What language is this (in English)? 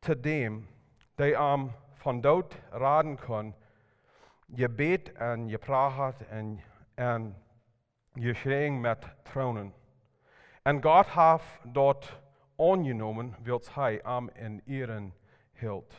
Plautdietsch